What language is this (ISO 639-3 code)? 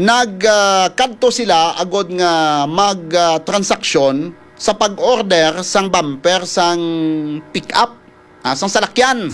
hil